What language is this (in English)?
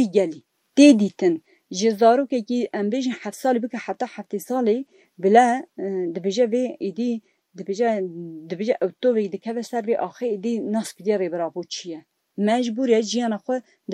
Kurdish